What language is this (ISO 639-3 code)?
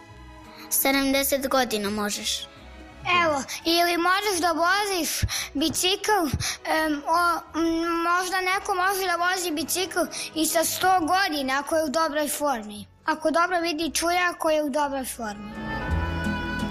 srp